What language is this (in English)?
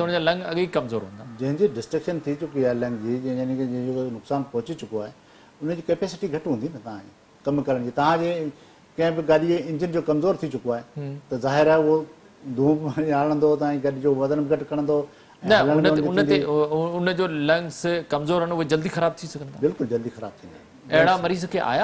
Sindhi